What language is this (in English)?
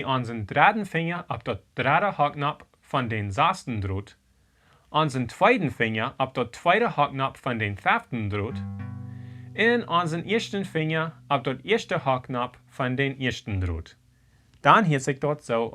Plautdietsch